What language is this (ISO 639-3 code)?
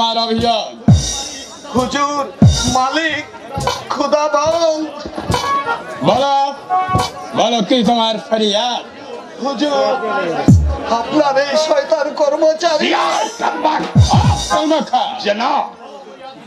ben